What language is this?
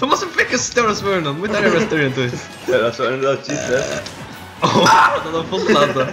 Faroese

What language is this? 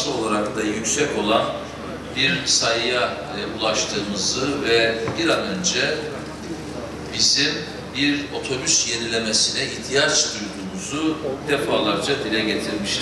Turkish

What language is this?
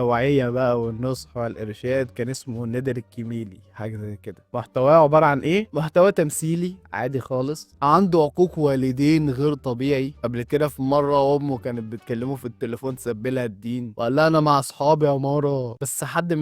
Egyptian Arabic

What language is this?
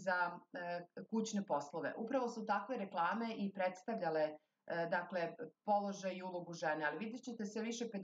Serbian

